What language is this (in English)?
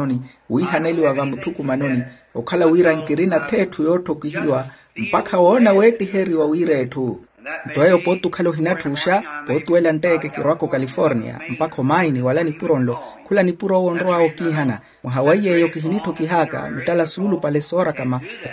Makhuwa